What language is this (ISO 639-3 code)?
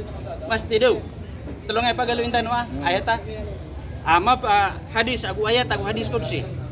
mrw